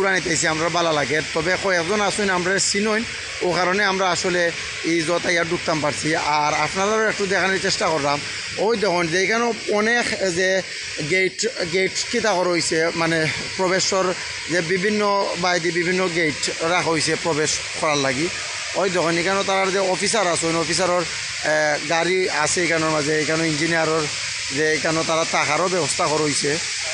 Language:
Sylheti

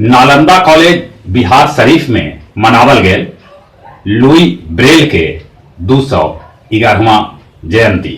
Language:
Magahi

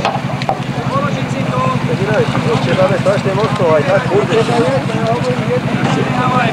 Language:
Slovak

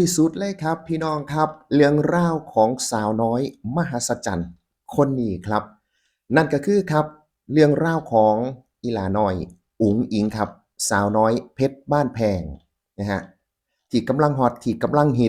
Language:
Northeastern Thai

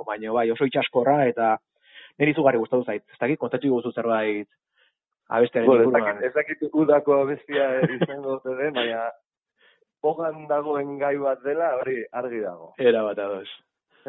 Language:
Basque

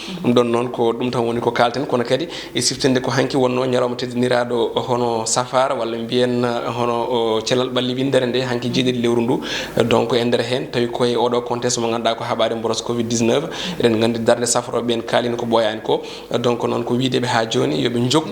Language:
Fula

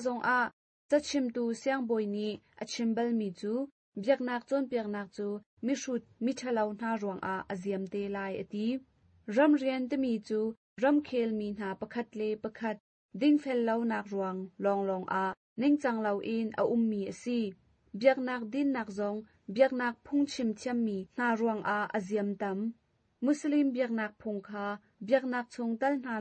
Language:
Hakha Chin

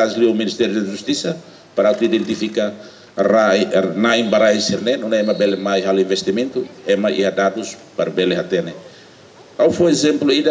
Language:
Tetum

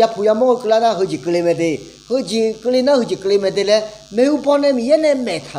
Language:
Akha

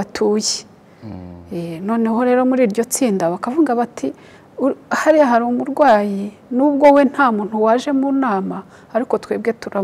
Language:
Kinyarwanda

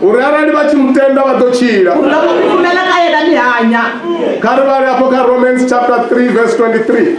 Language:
Venda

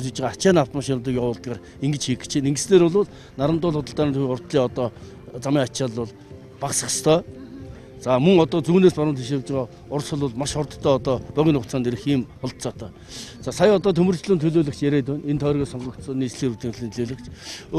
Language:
Mongolian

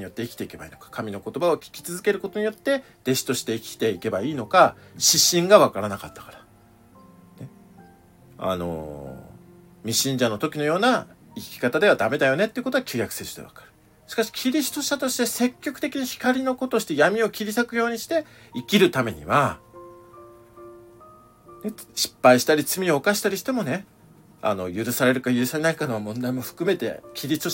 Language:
Japanese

